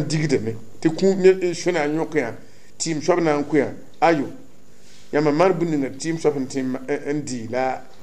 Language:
Mossi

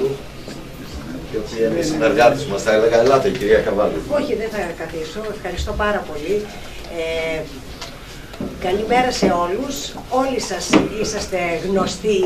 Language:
Greek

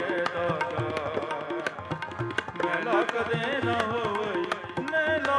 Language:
Punjabi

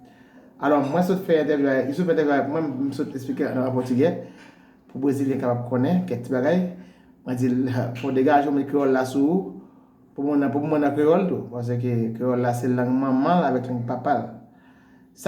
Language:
Haitian Creole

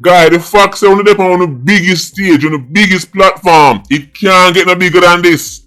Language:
Jamaican Creole English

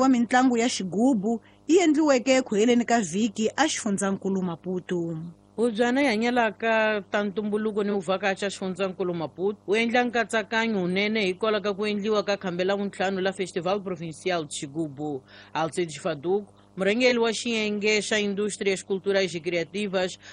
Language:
Tsonga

